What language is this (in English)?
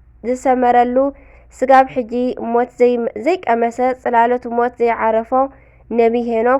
Tigrinya